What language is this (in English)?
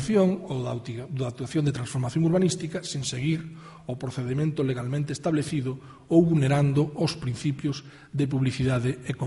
Galician